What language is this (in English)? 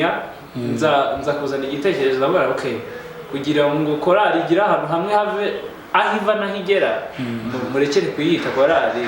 Kinyarwanda